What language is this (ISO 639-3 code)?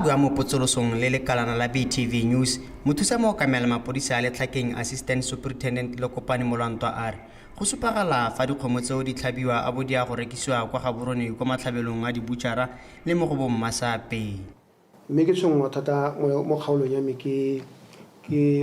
tsn